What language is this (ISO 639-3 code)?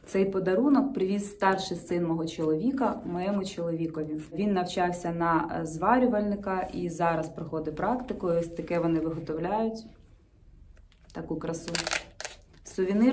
ukr